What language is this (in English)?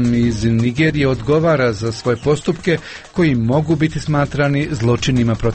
Croatian